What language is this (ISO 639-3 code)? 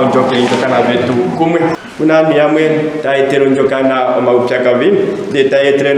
ndo